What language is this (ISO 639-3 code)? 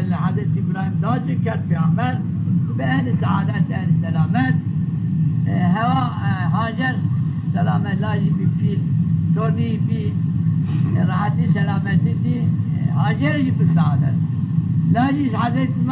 zza